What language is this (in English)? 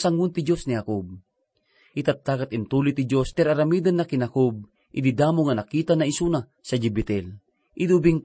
Iloko